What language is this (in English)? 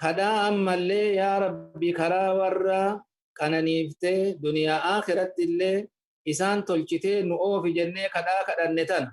Oromo